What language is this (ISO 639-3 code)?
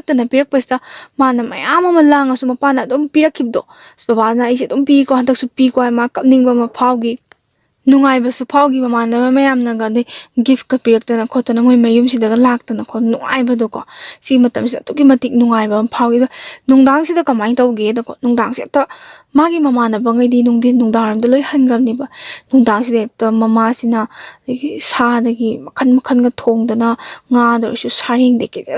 mni